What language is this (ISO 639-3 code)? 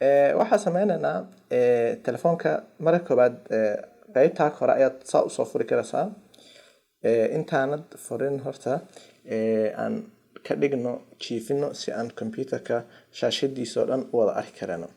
som